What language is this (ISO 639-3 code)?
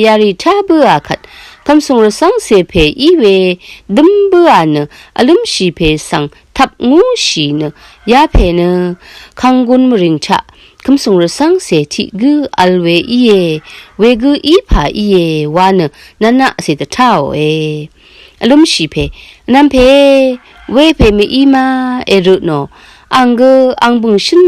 raw